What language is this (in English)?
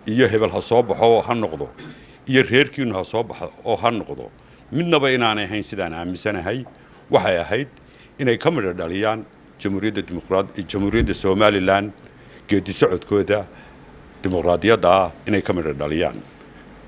Somali